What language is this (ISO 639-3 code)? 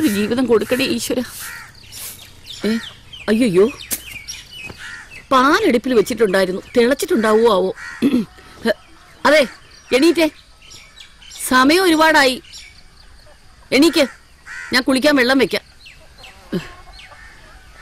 mal